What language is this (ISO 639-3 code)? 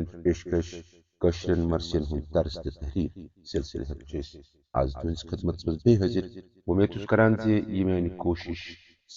kas